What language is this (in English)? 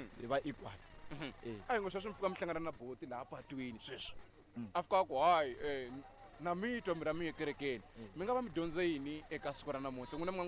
Tsonga